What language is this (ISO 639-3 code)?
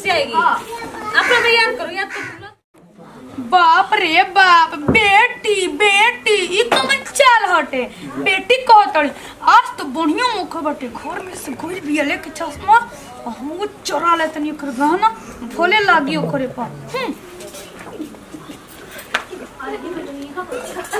bho